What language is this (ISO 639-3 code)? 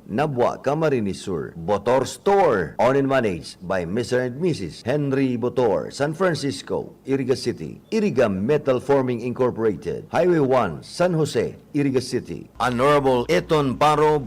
bik